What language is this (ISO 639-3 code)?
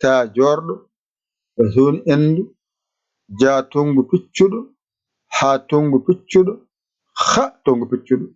ful